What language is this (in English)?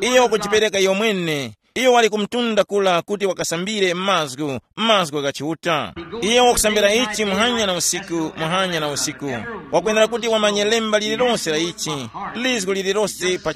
Tumbuka